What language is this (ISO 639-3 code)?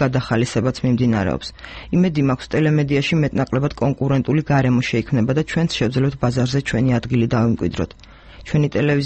kat